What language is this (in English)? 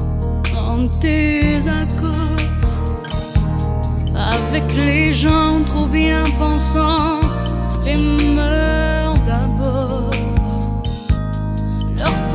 French